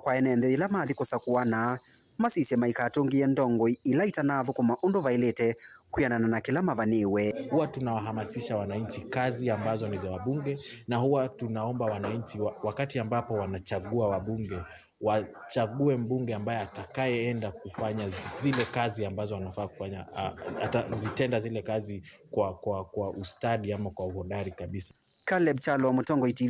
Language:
Kamba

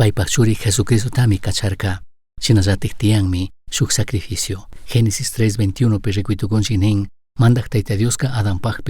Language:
Chimborazo Highland Quichua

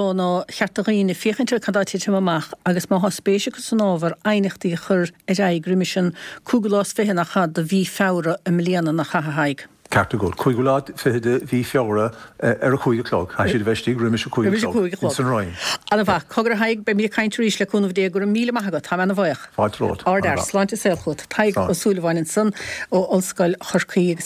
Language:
Irish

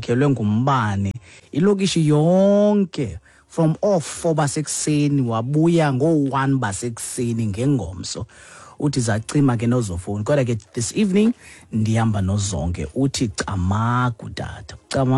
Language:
Xhosa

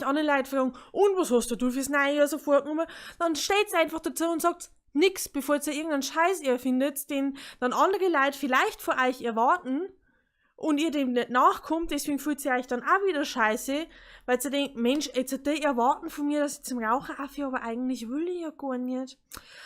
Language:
Bavarian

